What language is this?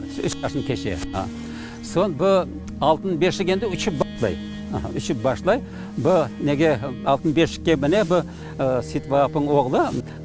Crimean Tatar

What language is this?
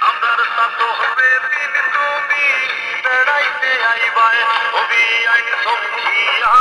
Sylheti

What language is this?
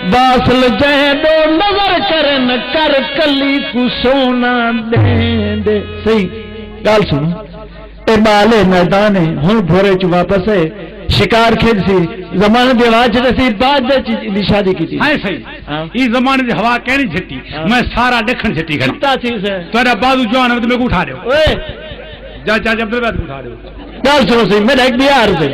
Saraiki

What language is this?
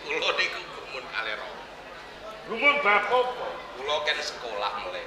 Javanese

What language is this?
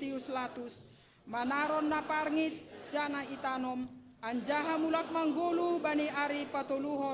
Batak Simalungun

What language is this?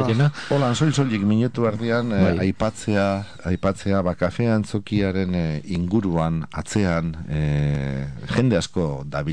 Basque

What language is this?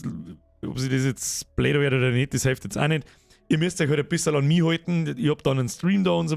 Bavarian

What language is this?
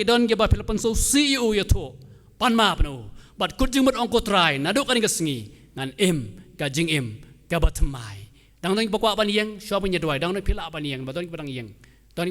Khasi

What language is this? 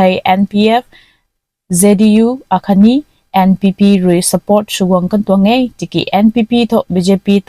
Rongmei Naga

